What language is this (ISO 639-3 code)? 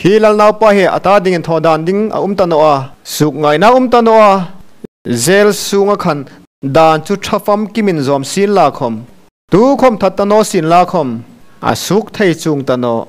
hmr